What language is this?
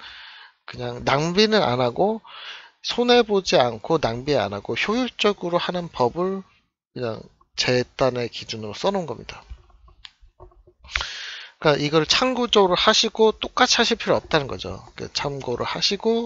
Korean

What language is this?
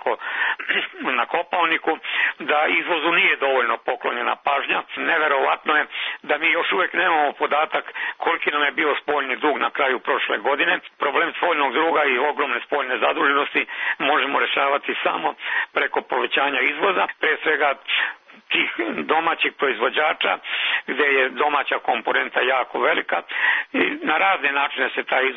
Serbian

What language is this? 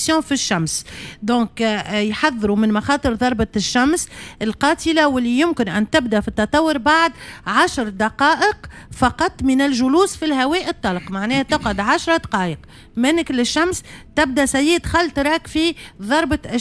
Tunisian Arabic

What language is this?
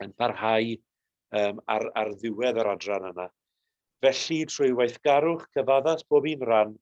Welsh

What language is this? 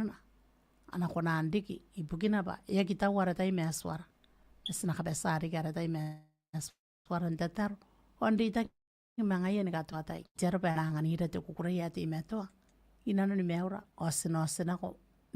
Gilbertese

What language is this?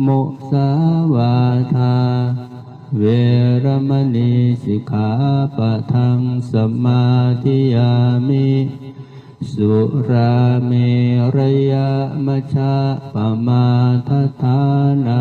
Pali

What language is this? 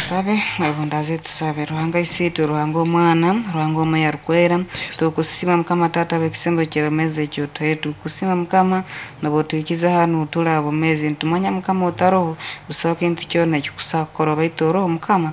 Nyoro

